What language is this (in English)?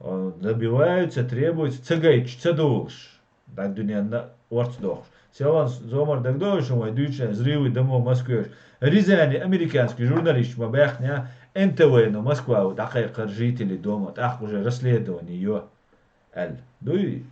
Chechen